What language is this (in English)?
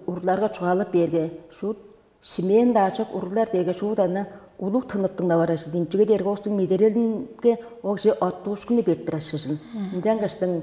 Tuvinian